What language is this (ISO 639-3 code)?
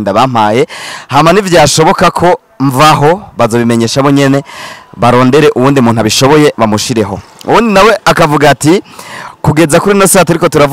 run